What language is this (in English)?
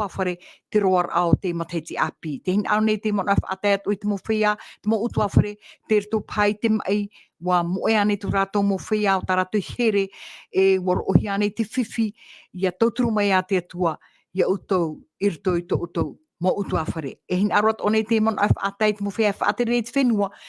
Tahitian